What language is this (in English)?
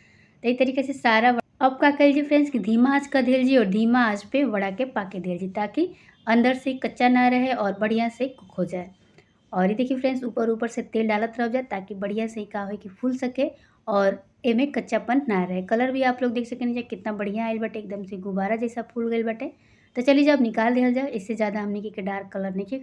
Bhojpuri